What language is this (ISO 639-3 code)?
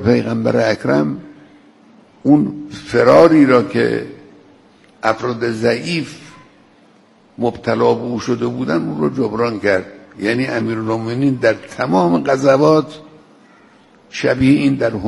fas